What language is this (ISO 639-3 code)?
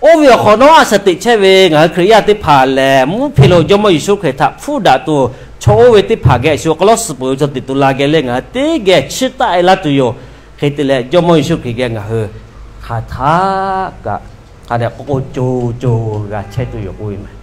lhu